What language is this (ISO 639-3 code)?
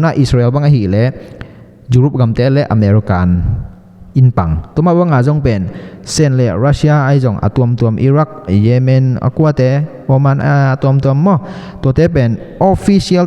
ctd